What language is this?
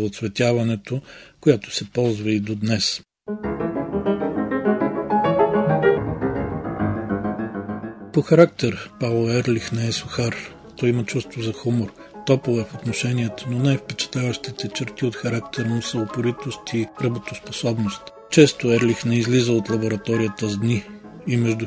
Bulgarian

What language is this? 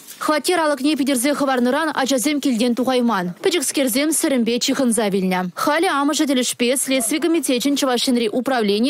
Chuvash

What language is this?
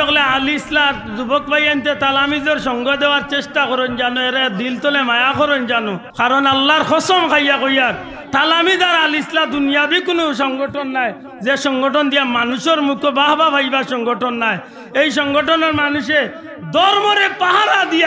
Sylheti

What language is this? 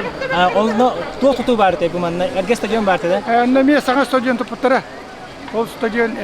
Yakut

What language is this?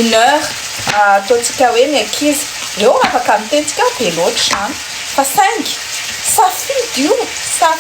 Malagasy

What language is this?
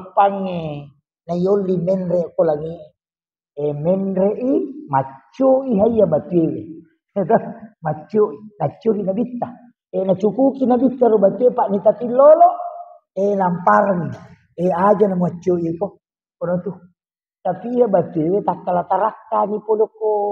Buginese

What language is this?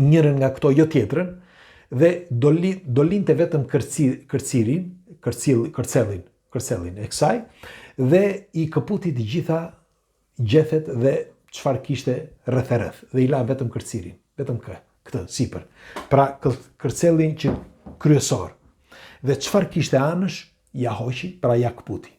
Albanian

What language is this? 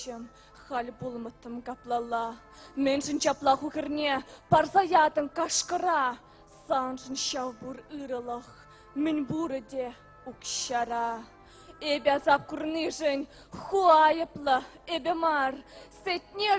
Chuvash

